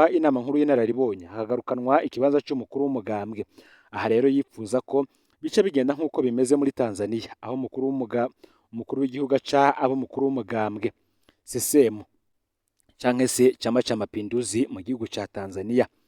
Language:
Rundi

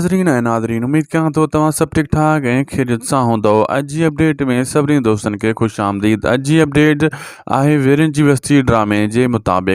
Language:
Sindhi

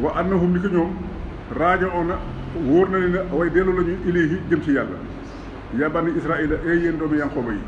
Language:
Wolof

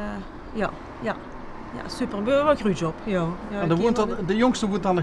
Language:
Limburgish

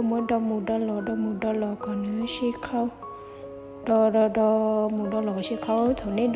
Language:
Hmong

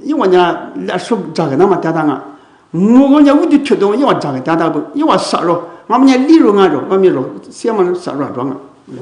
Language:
Lisu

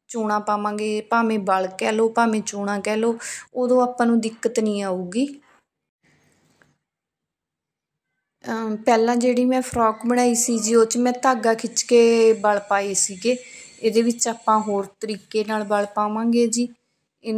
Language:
Punjabi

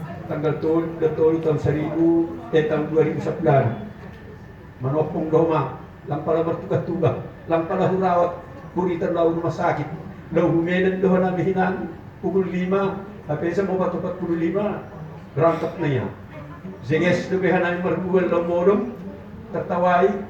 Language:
Batak Simalungun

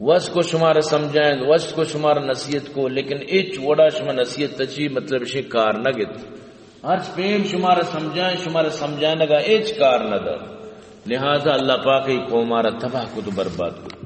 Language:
Eastern Balochi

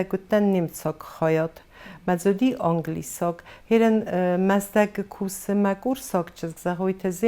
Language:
Ossetic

